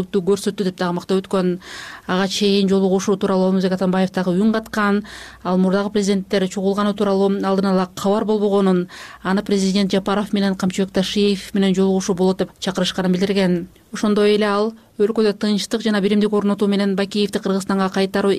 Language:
Kyrgyz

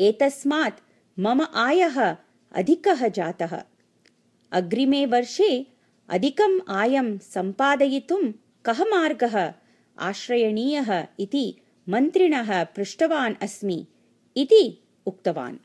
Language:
Sanskrit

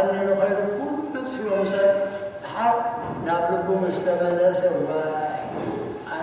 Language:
Tigrinya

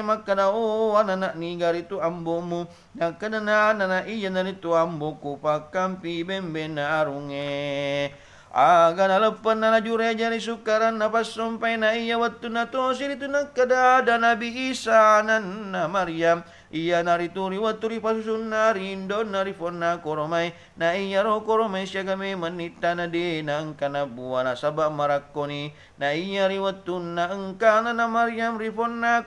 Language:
Buginese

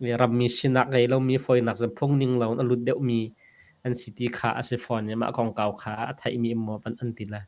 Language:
Hakha Chin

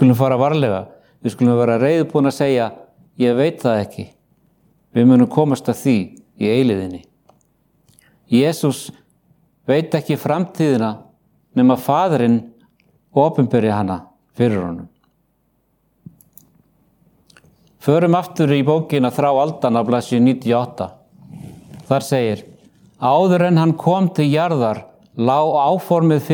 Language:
Icelandic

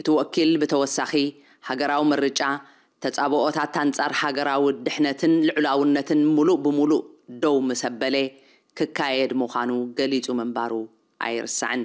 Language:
Tigrinya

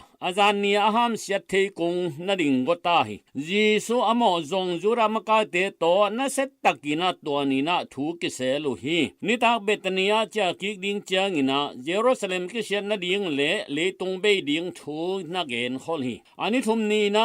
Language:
Tedim Chin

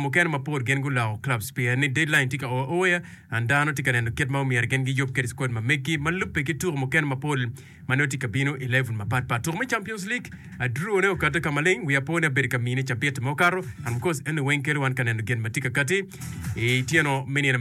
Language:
Acoli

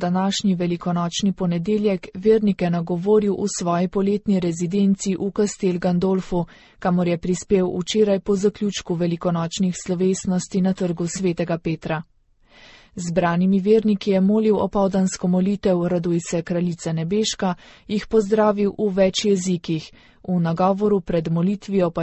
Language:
Slovenian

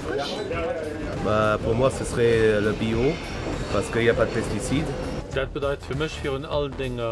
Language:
Luxembourgish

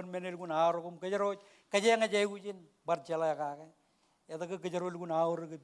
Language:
Marshallese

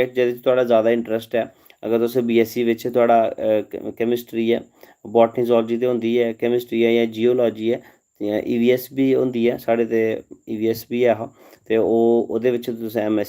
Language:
Dogri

